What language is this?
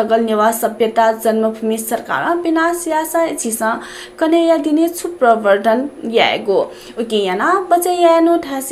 Newari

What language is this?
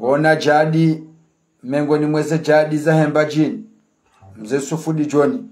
Ngazidja Comorian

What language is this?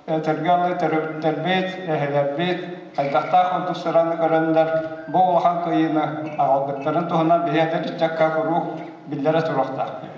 Yakut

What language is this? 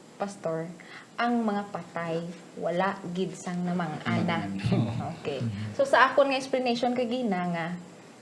Hiligaynon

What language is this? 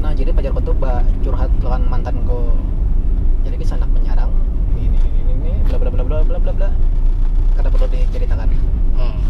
Banjar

